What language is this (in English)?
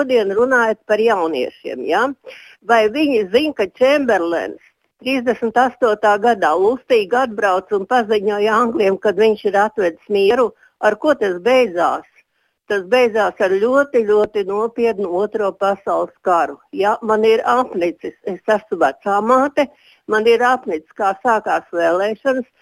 Latvian